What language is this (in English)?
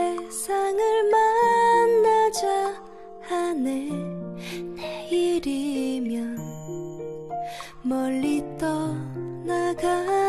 Korean